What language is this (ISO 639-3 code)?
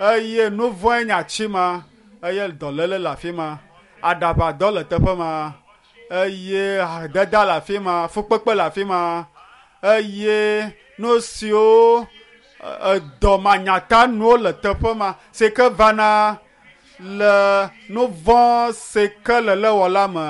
ewe